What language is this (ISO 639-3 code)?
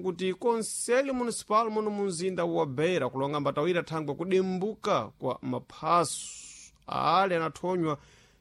seh